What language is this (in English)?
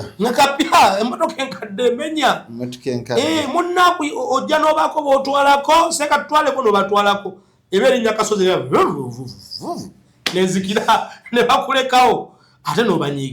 Ganda